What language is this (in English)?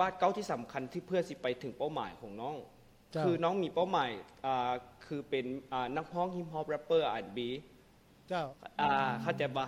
Lao